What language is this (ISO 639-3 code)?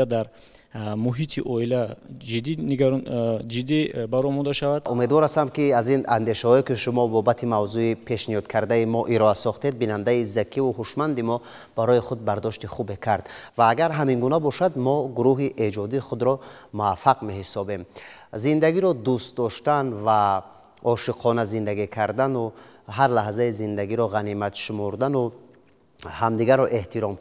tgk